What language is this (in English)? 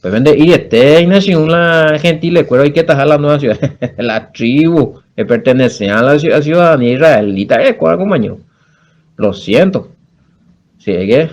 Guarani